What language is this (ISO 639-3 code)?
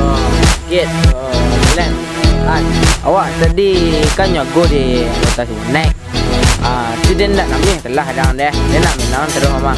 min